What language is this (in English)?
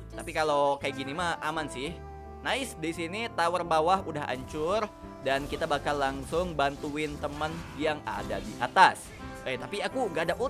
Indonesian